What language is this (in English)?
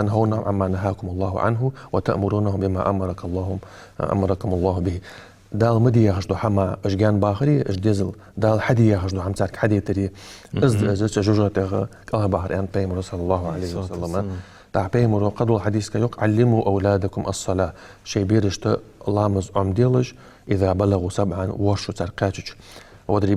Ingush